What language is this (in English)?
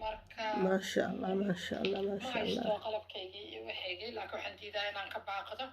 Somali